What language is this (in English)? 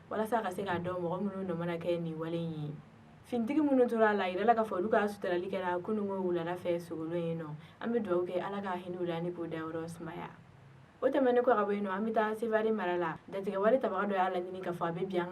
Bambara